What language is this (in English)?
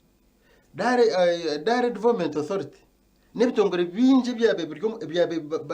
Nyankole